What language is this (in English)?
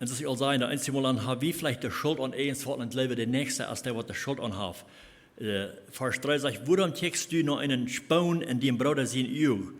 Plautdietsch